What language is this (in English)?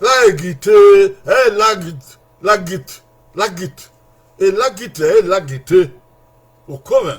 Bini